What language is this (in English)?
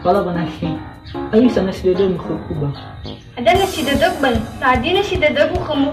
Nias